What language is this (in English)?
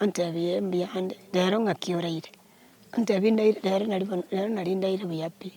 Gusii